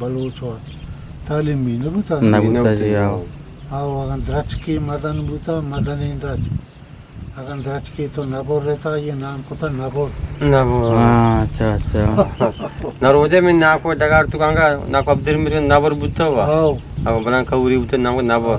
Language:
Eastern Balochi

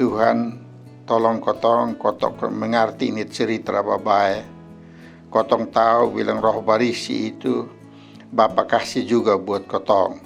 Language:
Kupang Malay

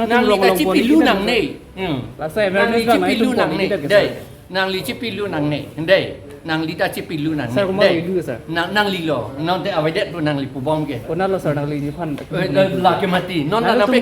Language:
Karbi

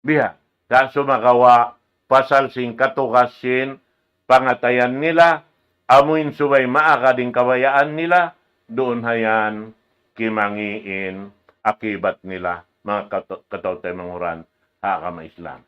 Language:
Tausug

